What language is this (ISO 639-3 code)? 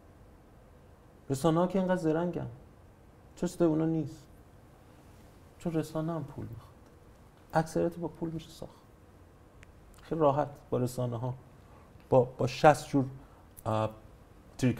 fas